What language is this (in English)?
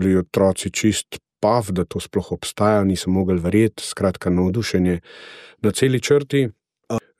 Slovenian